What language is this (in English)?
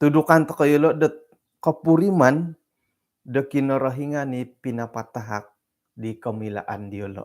Central Dusun